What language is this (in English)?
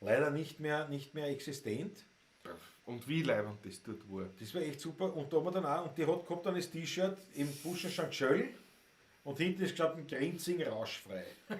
Bavarian